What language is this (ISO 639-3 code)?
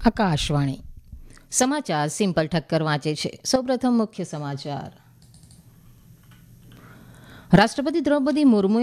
guj